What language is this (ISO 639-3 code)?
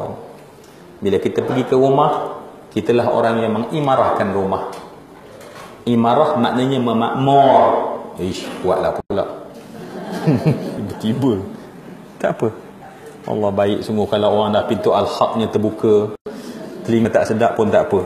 msa